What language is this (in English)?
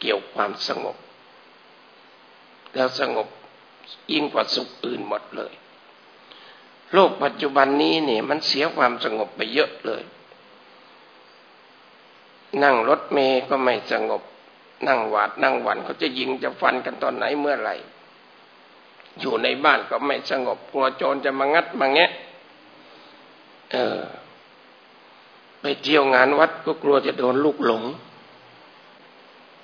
Thai